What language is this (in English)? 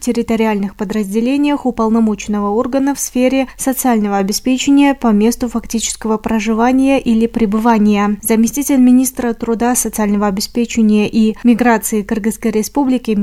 Russian